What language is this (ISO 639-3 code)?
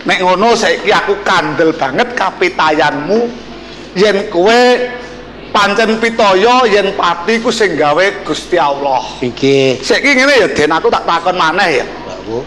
jav